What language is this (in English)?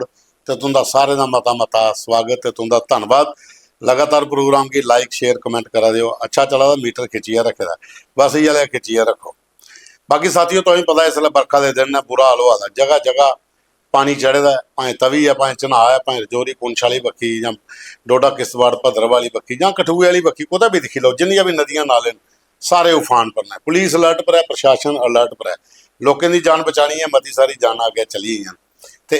Dogri